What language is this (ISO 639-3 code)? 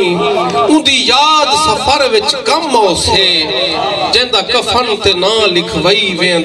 skr